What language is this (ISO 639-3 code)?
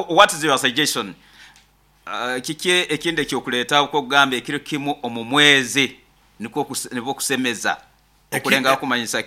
nyo